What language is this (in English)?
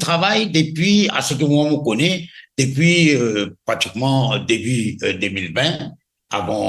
Morisyen